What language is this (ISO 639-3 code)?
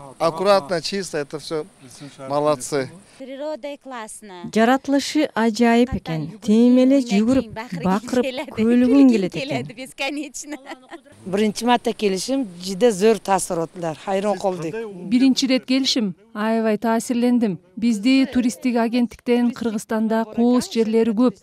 kir